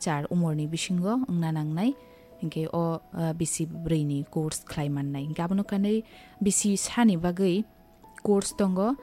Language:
Kok Borok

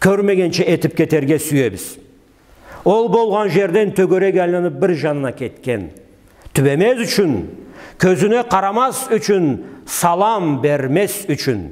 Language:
Karachay-Balkar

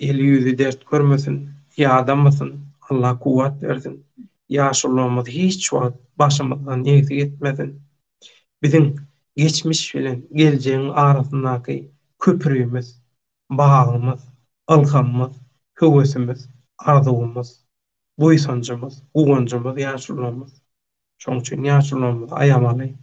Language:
Turkmen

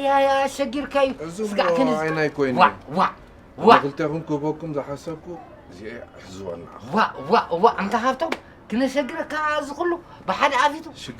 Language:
Tigrinya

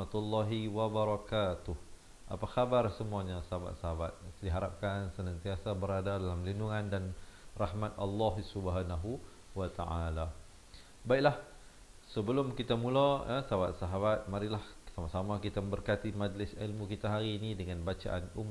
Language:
Malay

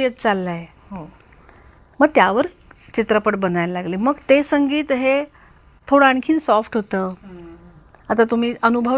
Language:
Marathi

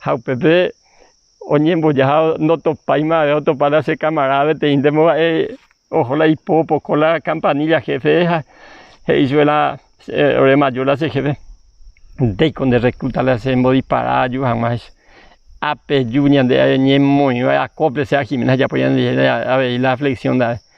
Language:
Guarani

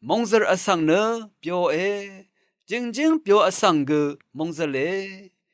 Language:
Rawang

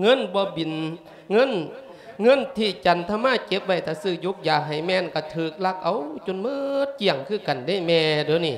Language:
Lao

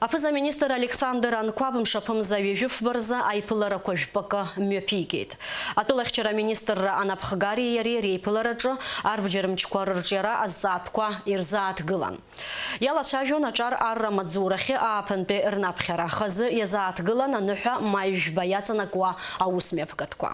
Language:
Abkhazian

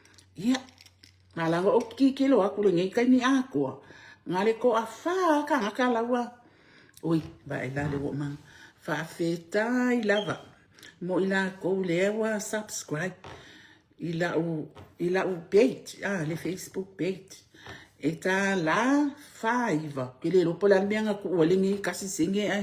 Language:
Samoan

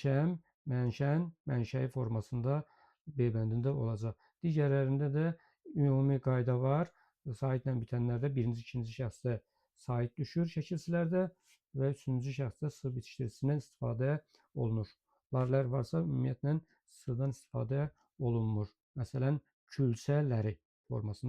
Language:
Azerbaijani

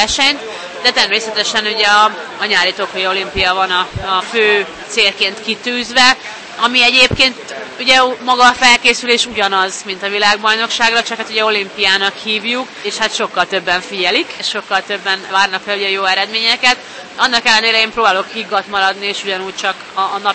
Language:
Hungarian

